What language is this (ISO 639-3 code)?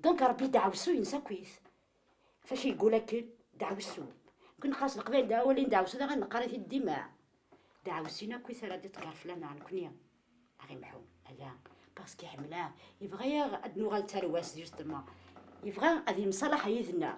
kab